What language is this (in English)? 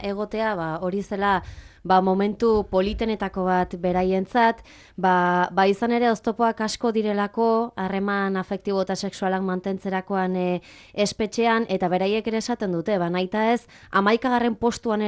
Basque